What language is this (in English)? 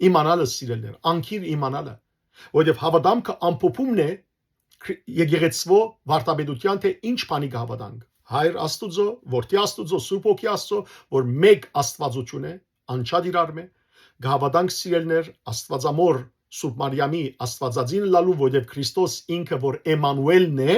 Western Armenian